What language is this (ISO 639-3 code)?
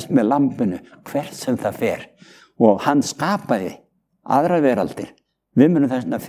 isl